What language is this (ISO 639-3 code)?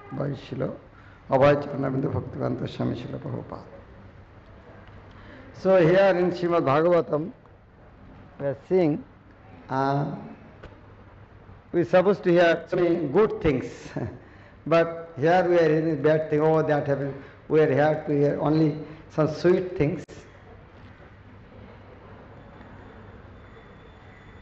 eng